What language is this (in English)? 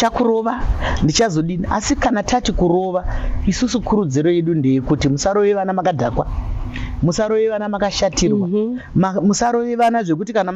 Shona